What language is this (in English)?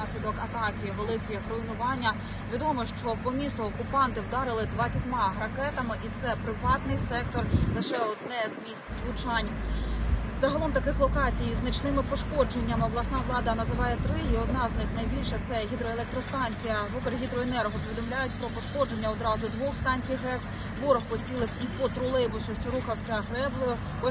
Ukrainian